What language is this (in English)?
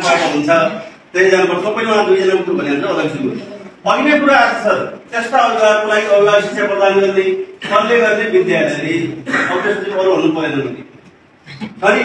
Nepali